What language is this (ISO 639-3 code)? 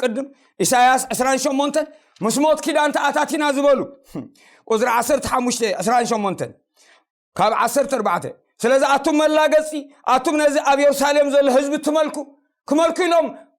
tir